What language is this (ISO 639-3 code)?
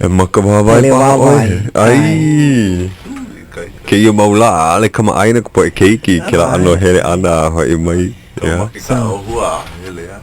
haw